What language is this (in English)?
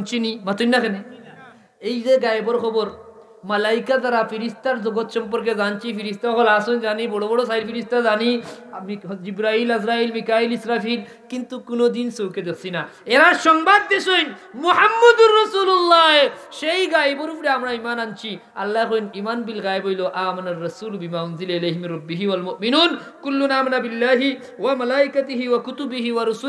Sylheti